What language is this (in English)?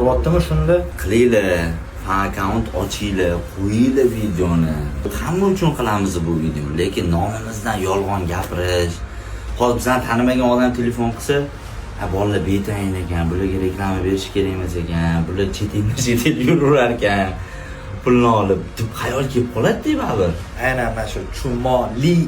Uzbek